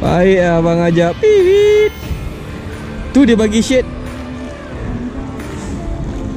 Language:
Malay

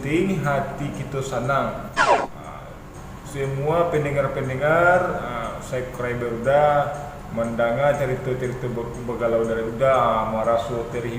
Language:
Minangkabau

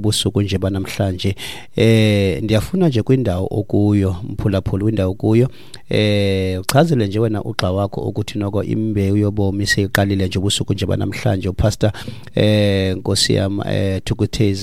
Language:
Xhosa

